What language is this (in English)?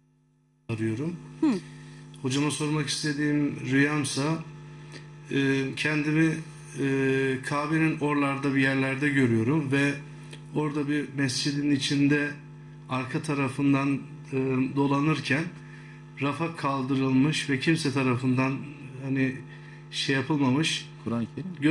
Turkish